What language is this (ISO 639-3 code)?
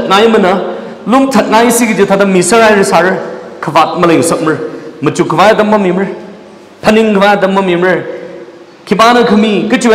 nmf